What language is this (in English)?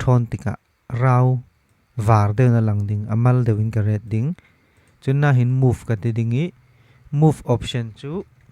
Falam Chin